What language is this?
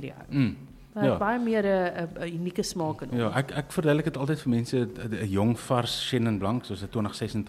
Afrikaans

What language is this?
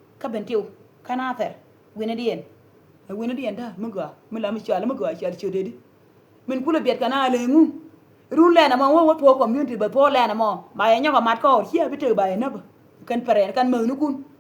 Nuer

